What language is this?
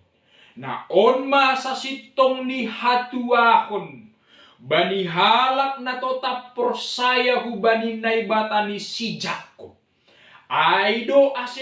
Batak Simalungun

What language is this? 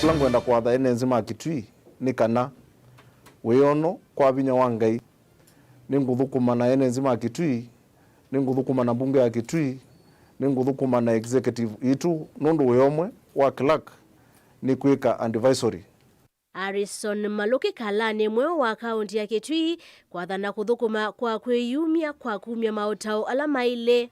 Kamba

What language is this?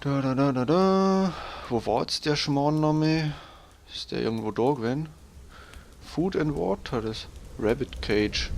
Bavarian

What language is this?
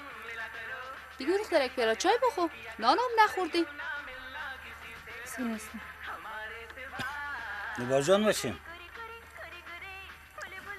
Persian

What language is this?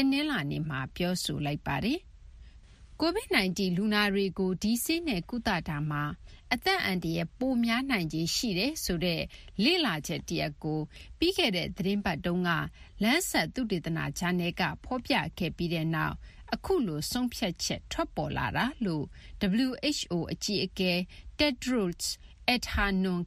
Burmese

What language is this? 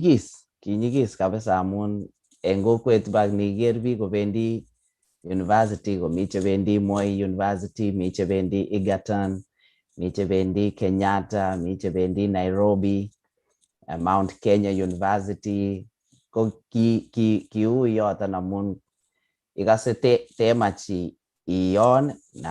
Kalenjin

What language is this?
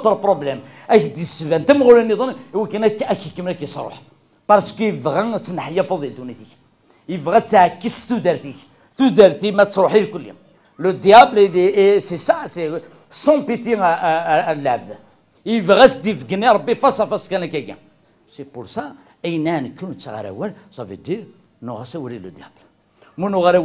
Kabyle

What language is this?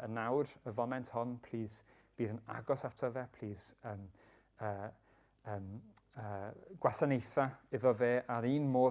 Welsh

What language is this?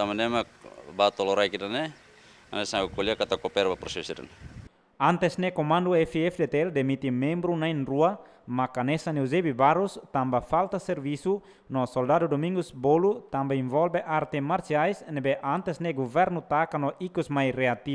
Tetum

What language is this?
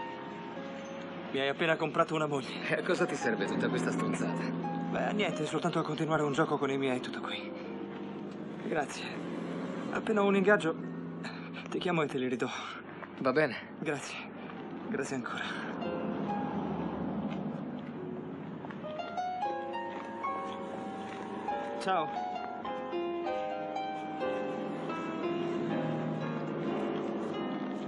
Italian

